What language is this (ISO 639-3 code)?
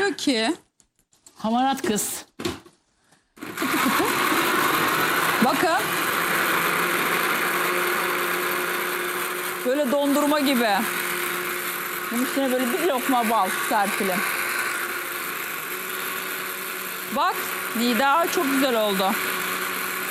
tur